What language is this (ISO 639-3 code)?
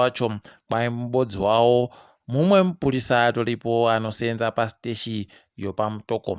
ndc